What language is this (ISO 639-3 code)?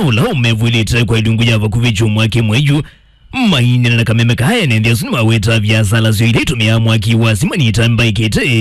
kam